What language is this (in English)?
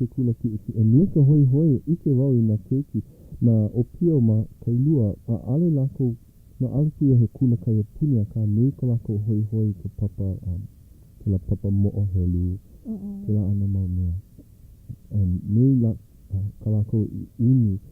Hawaiian